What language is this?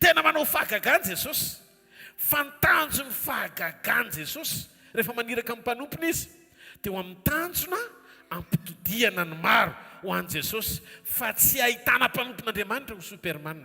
Malagasy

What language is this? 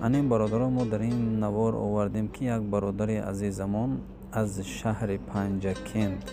Tajik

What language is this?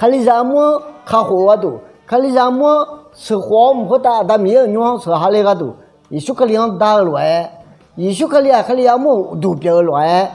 Akha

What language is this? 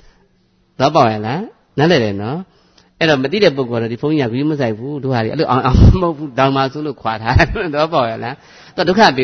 Burmese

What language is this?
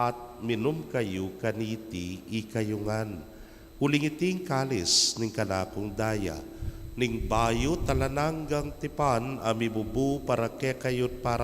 Pampanga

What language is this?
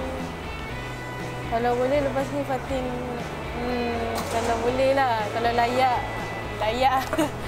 Malay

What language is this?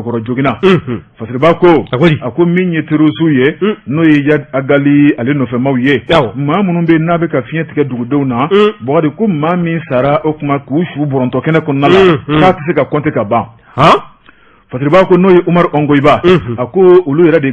Bambara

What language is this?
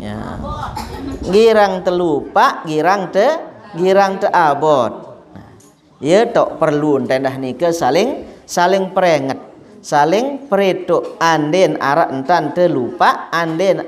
Sasak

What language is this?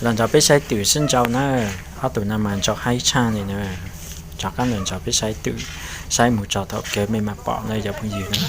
Hmong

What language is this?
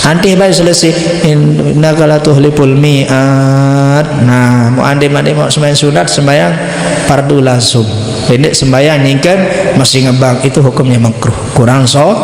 Sasak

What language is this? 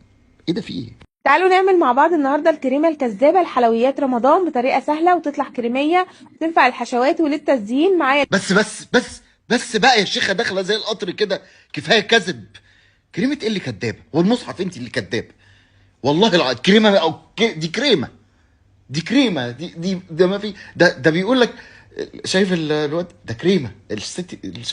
Egyptian Arabic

